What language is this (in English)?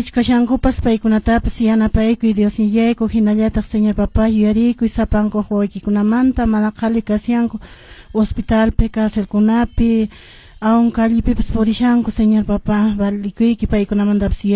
Quechua